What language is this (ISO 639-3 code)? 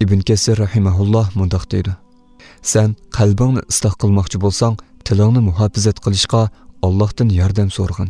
uig